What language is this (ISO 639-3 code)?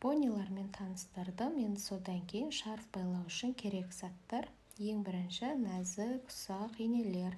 kaz